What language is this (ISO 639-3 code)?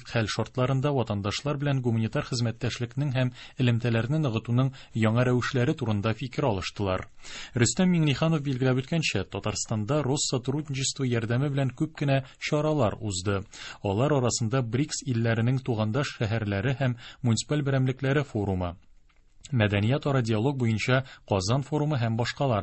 tat